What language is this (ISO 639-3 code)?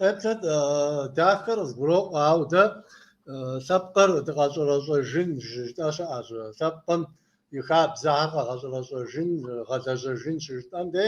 kbd